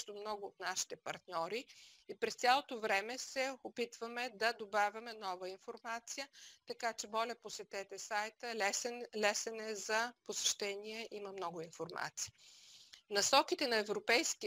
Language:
Bulgarian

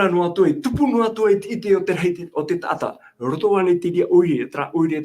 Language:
Tahitian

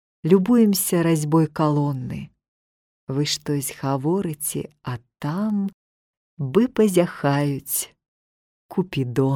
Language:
Belarusian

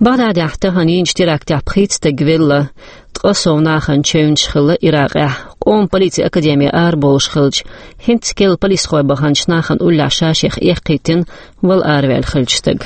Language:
Chechen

